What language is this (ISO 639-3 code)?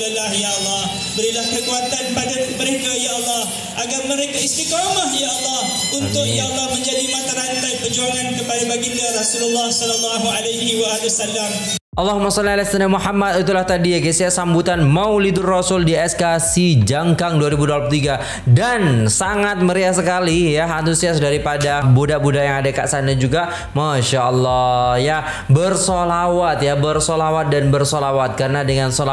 msa